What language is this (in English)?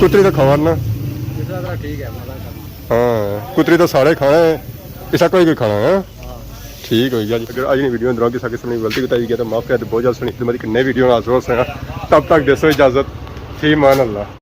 Pahari-Potwari